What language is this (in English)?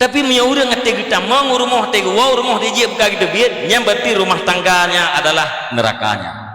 Achinese